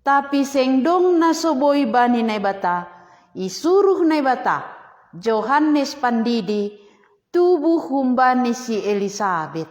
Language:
Batak Simalungun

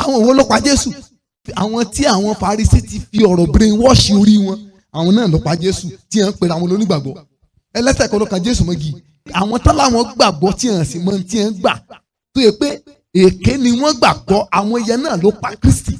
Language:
Yoruba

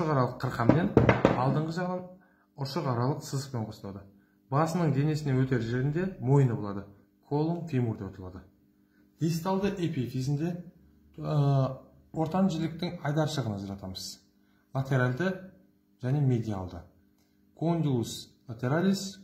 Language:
Kazakh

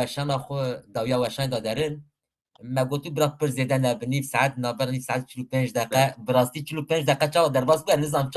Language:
Kurdish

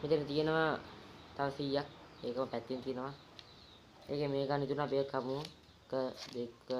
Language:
Sinhala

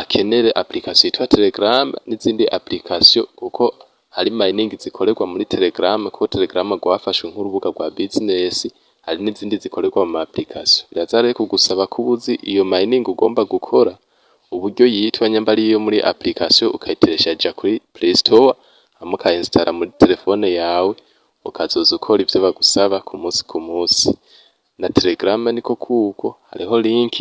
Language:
Rundi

